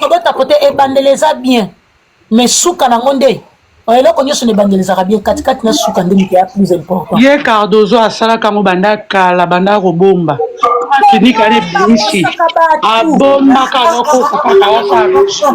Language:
Lingala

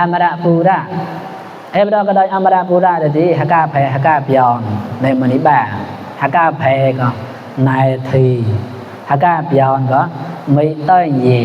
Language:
Mon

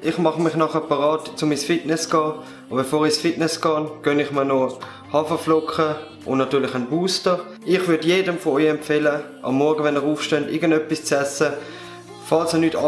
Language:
Swiss German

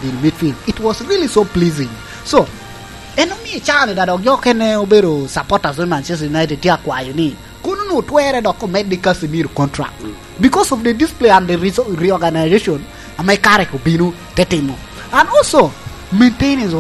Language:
Lango (Uganda)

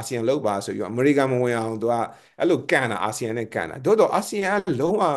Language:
Burmese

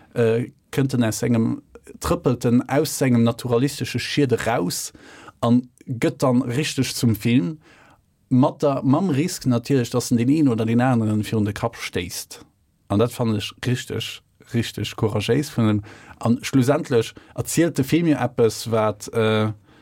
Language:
Luxembourgish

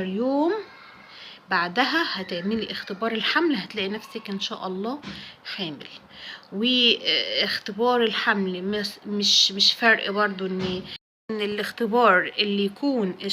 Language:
Egyptian Arabic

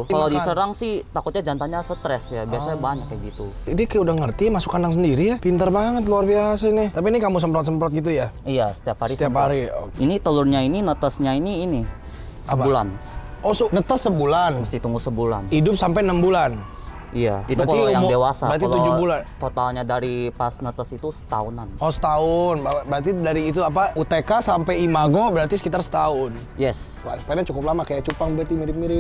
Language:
Indonesian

